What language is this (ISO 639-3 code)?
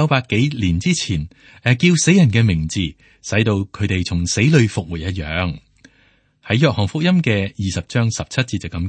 yue